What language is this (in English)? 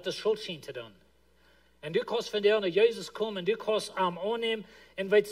Plautdietsch